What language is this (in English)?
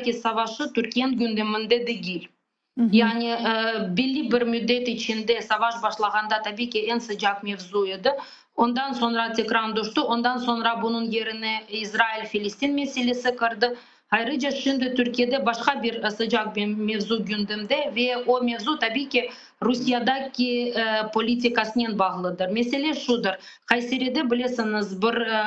Crimean Tatar